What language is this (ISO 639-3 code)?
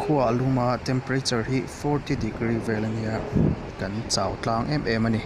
lus